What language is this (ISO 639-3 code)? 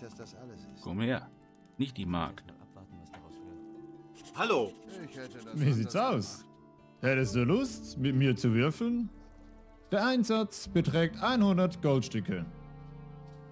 deu